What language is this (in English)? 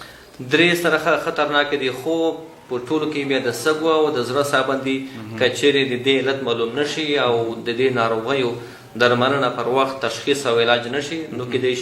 Pashto